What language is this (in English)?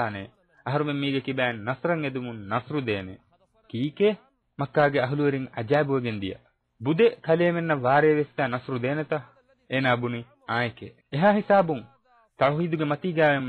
Divehi